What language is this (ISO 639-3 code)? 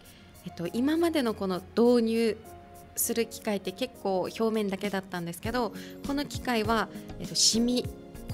jpn